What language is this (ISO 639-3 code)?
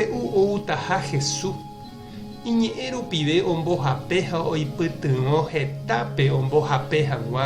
grn